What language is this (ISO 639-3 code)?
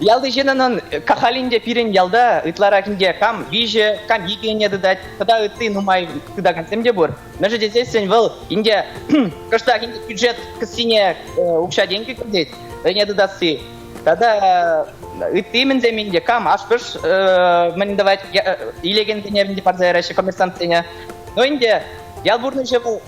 chv